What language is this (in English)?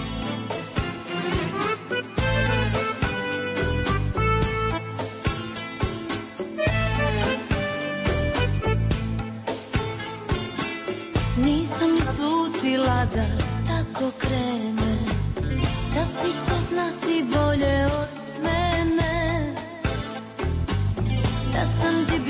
Croatian